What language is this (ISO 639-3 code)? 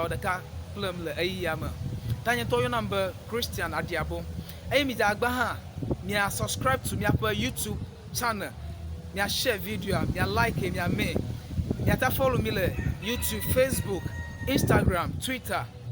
ewe